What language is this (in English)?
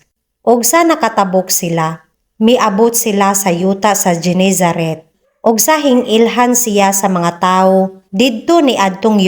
Cebuano